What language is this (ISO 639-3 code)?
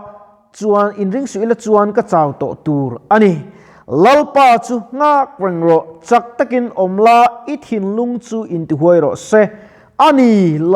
lus